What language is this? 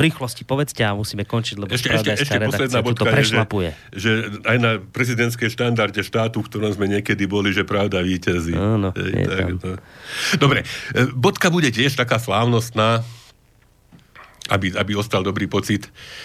Slovak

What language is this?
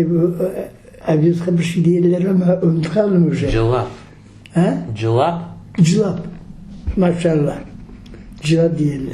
Crimean Tatar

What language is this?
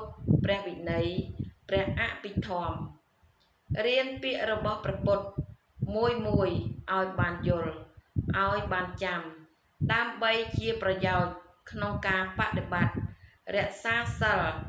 Khmer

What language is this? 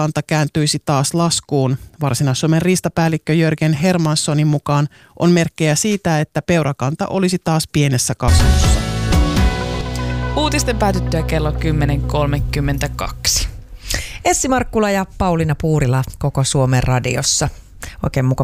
Finnish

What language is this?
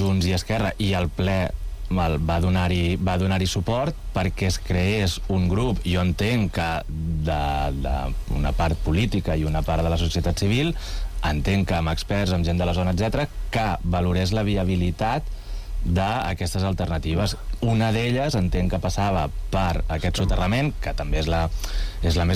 Catalan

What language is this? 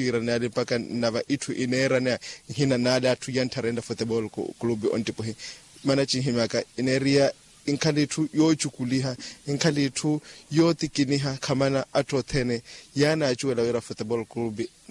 Makhuwa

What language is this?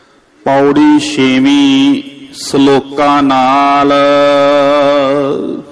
Punjabi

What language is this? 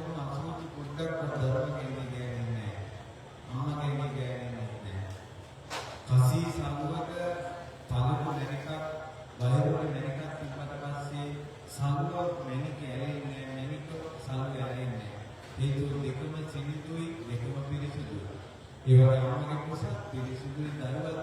Sinhala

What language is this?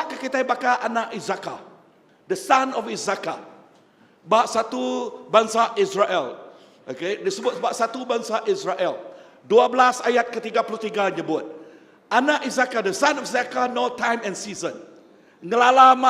Iban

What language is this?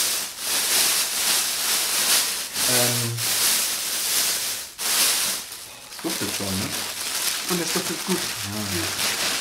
German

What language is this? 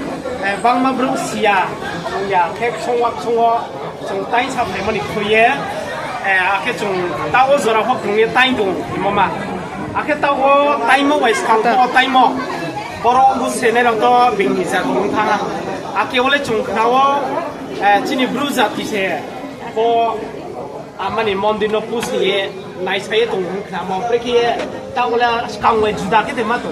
Riang (India)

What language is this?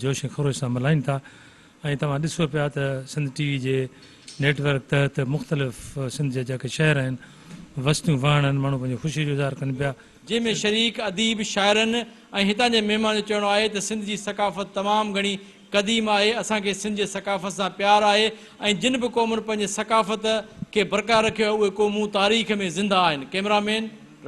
Sindhi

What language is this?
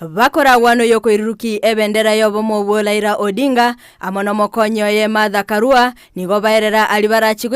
Gusii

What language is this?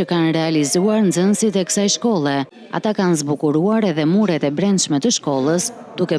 Albanian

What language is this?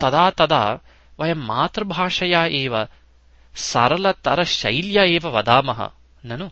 Sanskrit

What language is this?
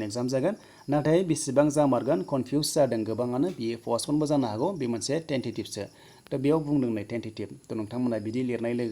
Bodo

